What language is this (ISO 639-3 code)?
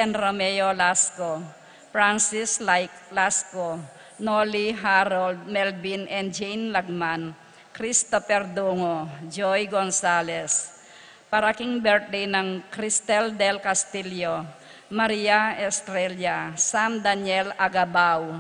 pam